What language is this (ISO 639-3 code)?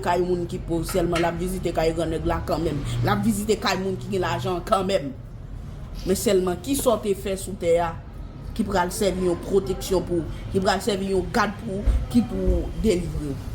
hat